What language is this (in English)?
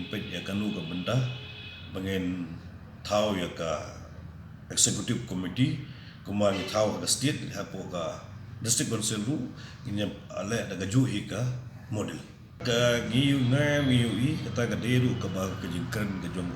Khasi